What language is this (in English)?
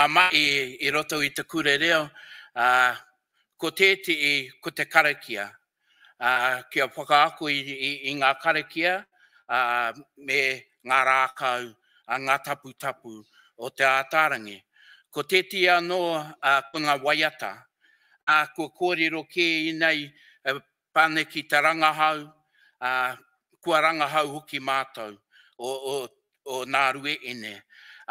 Māori